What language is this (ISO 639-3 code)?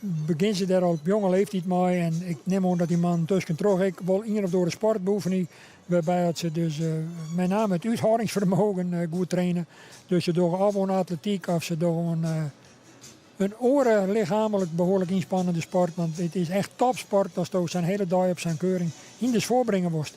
fry